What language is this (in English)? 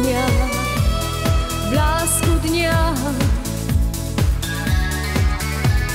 Polish